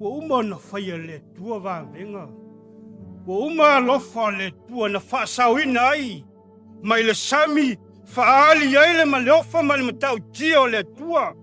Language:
Samoan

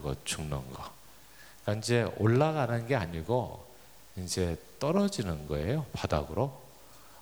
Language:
Korean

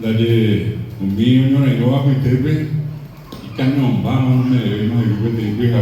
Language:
Guarani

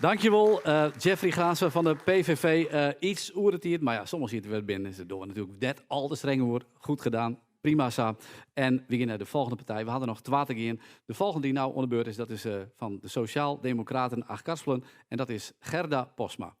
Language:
Western Frisian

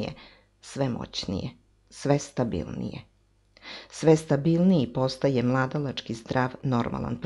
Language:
Serbian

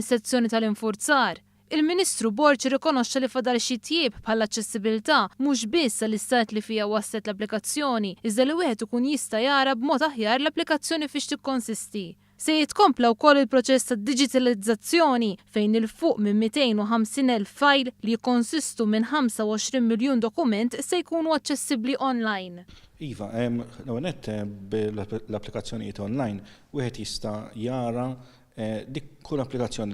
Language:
Maltese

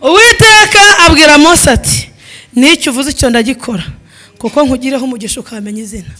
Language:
Kinyarwanda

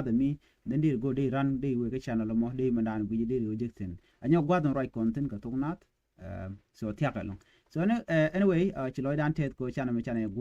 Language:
Nuer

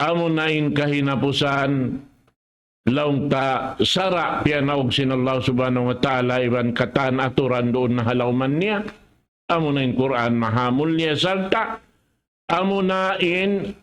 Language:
Tausug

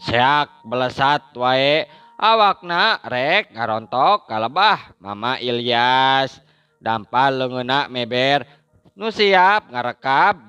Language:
Sundanese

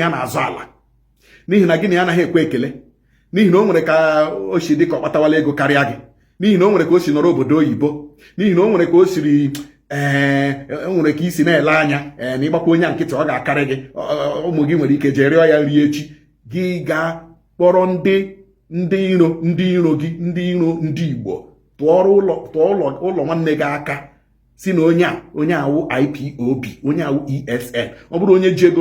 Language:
Igbo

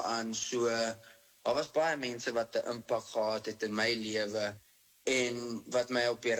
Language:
Afrikaans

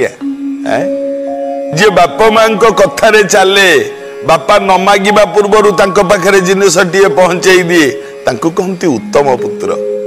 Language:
Odia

